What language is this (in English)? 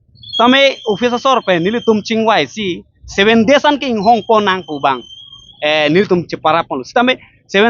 Karbi